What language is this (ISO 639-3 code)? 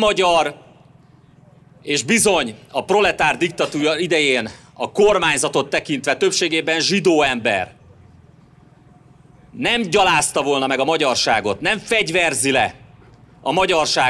hun